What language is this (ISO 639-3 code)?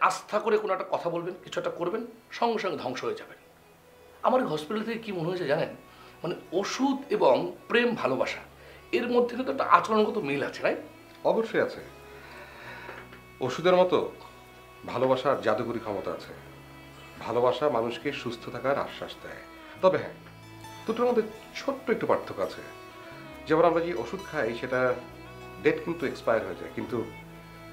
ben